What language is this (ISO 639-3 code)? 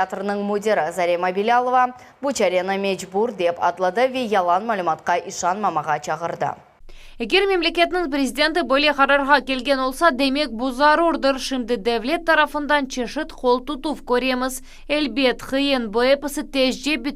crh